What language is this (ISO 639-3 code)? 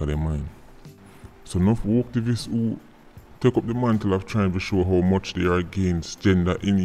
jam